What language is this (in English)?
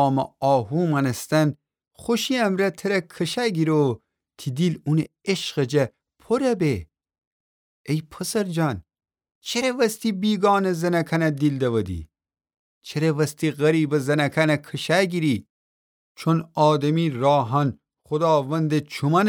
Gilaki